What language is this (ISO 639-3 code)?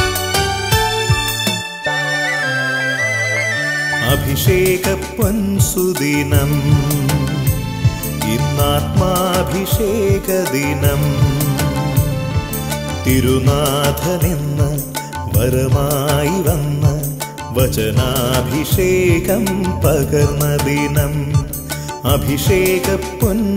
mal